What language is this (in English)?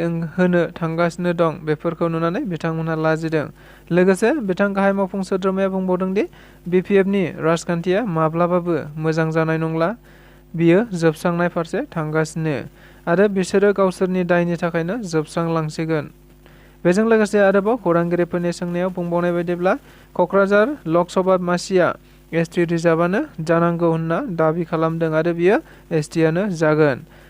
Bodo